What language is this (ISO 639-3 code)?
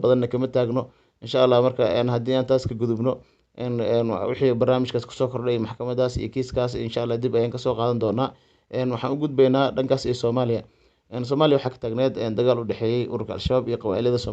som